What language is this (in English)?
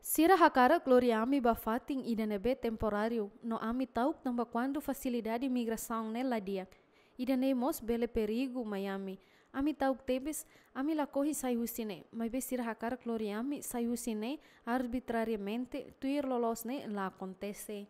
Tetum